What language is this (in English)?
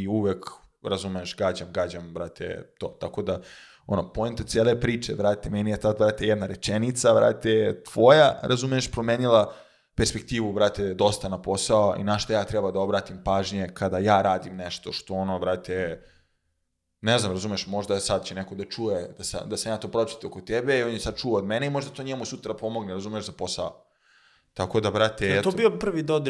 Serbian